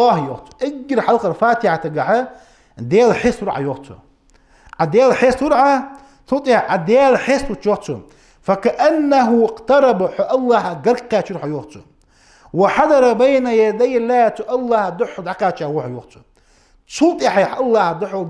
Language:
Ingush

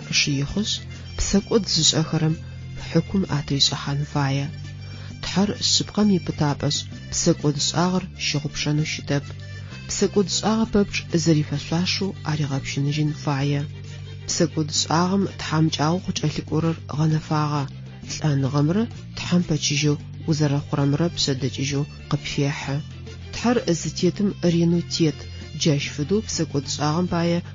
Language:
Adyghe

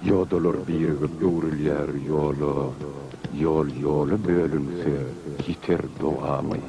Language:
Turkmen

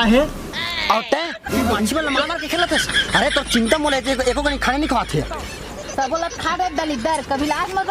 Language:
Chhattisgarhi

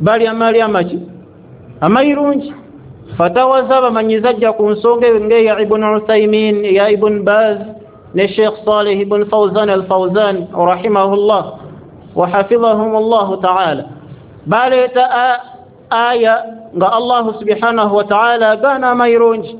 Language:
Ganda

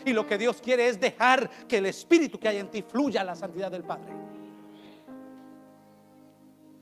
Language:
Spanish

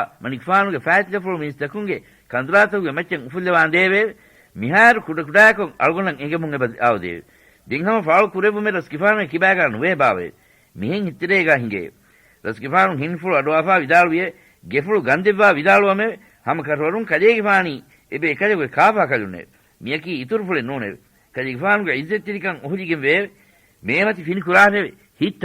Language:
Divehi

